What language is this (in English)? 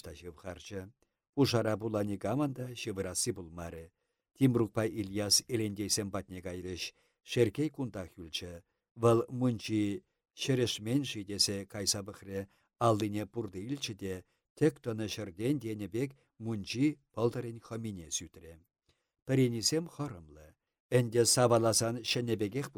Chuvash